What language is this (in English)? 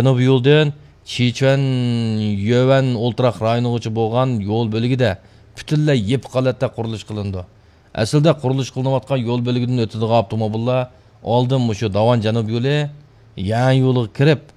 Uyghur